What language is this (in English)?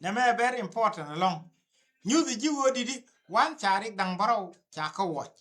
Nuer